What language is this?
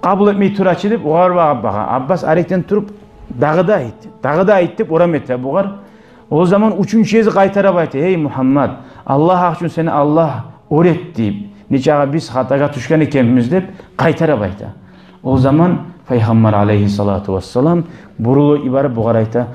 Kumyk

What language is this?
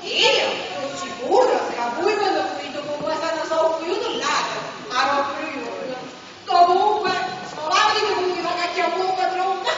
Neapolitan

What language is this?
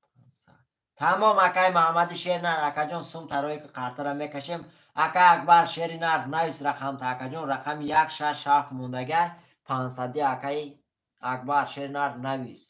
Tajik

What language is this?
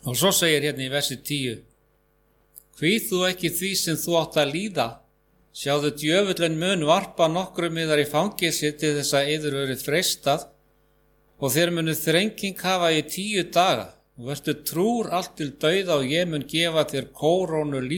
Icelandic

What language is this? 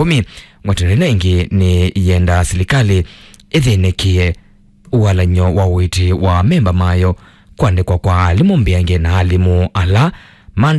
Kamba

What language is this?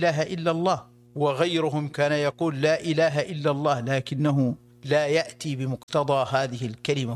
Arabic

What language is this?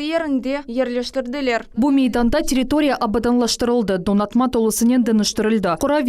Crimean Tatar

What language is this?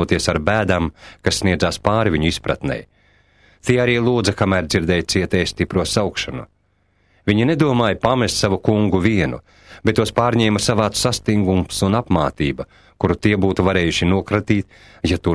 Latvian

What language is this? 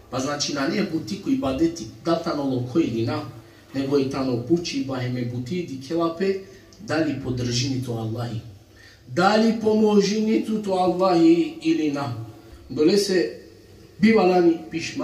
Balkan Romani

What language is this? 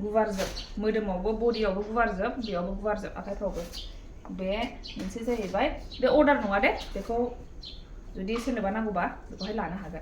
Bodo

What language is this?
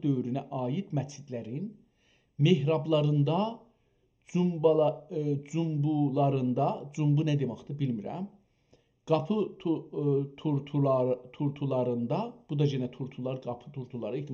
South Azerbaijani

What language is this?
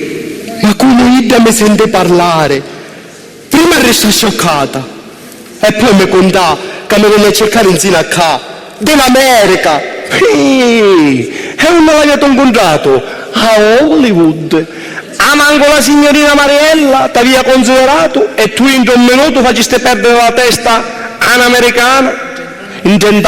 Sicilian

